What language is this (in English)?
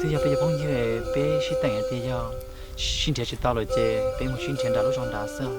Hmong